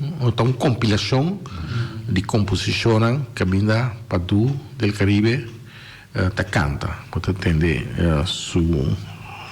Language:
Papiamento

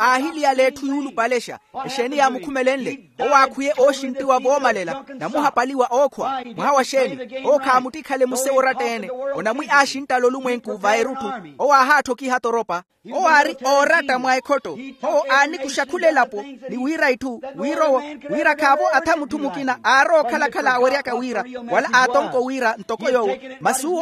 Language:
Makhuwa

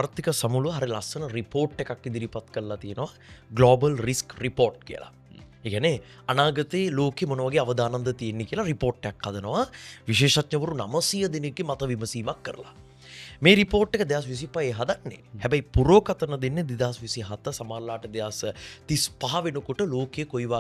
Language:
Sinhala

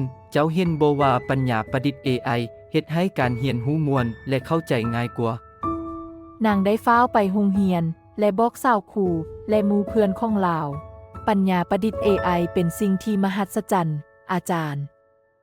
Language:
Lao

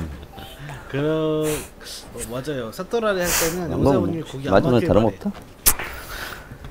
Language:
Korean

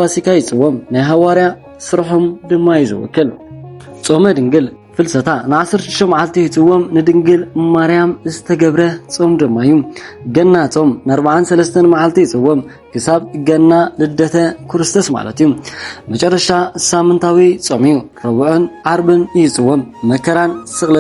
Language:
Tigrinya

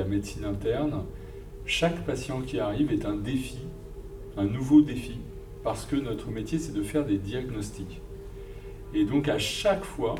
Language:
French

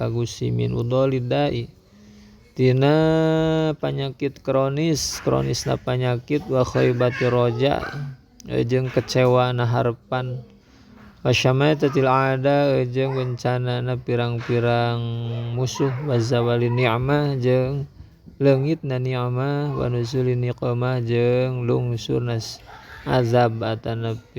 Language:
Sundanese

